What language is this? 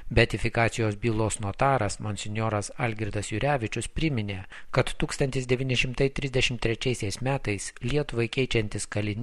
Lithuanian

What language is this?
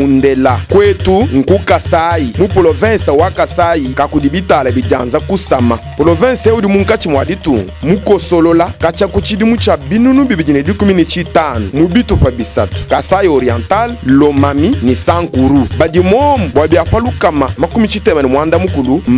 Luba-Lulua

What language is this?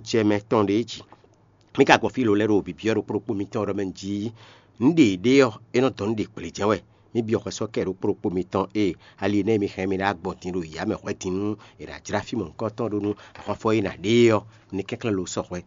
Fon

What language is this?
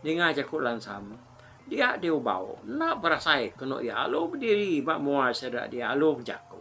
Iban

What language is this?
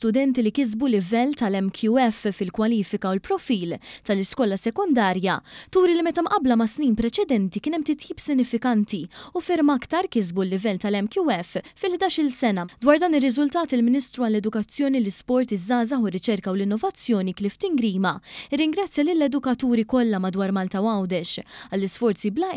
Maltese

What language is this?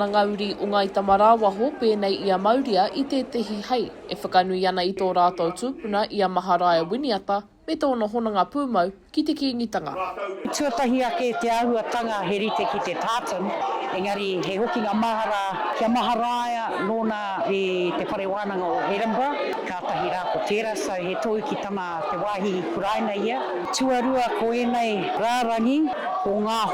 Māori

